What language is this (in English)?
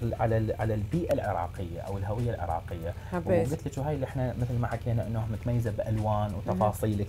Mesopotamian Arabic